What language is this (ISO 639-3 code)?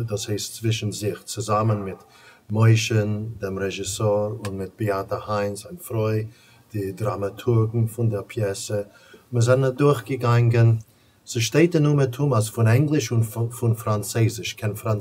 yid